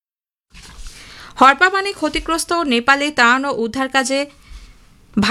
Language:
Bangla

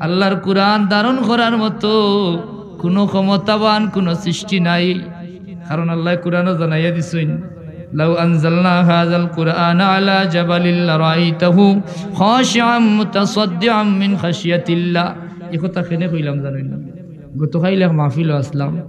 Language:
Sylheti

